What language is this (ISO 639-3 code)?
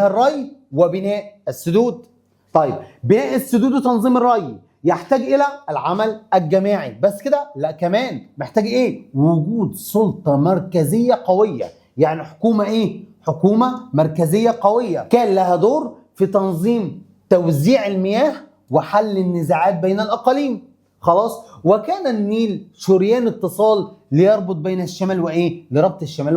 arz